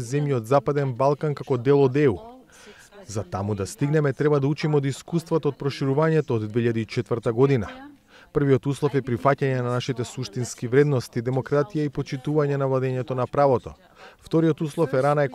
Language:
Macedonian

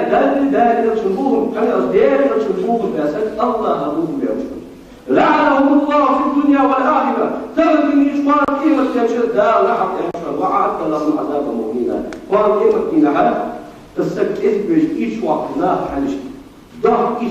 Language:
Ingush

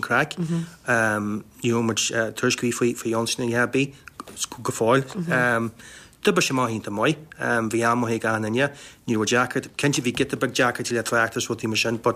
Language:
Irish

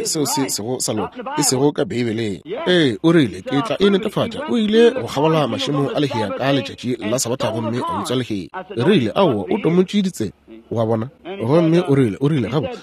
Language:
Northern Sotho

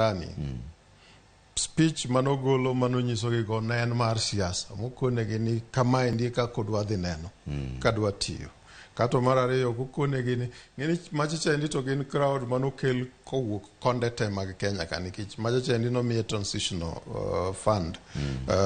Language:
Luo (Kenya and Tanzania)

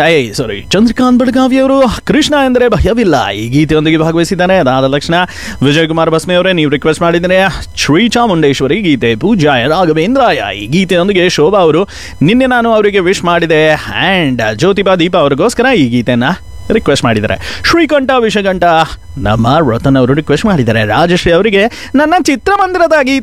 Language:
Kannada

